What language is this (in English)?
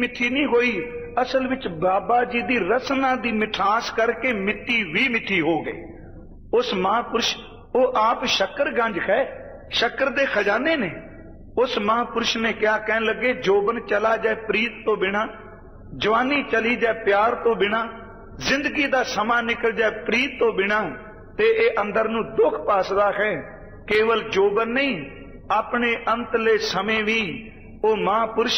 Punjabi